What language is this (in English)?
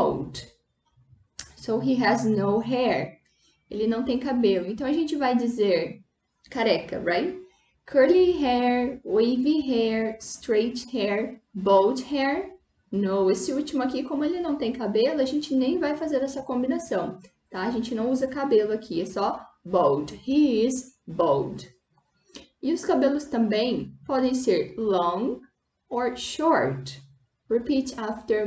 Portuguese